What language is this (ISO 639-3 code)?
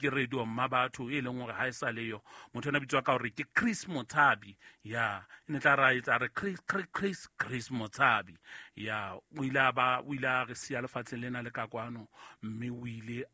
sot